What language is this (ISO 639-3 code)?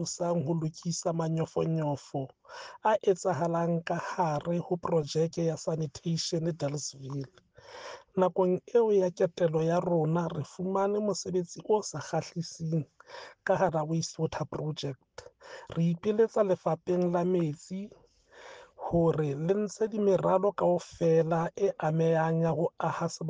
sot